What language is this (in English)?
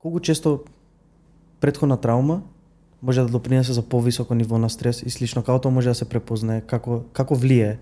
Macedonian